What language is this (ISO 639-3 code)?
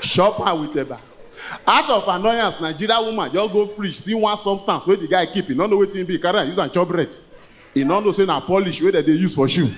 pcm